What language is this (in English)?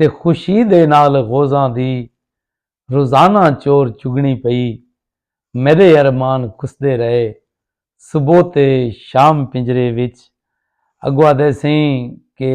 Saraiki